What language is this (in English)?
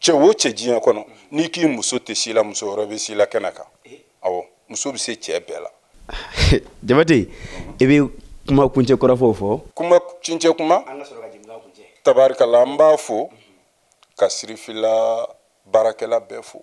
Bambara